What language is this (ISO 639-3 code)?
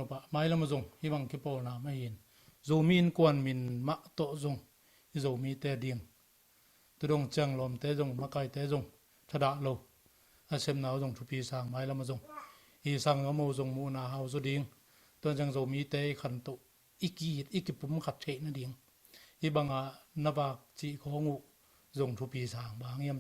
ctd